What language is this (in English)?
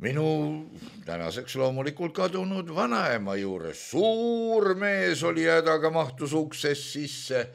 Estonian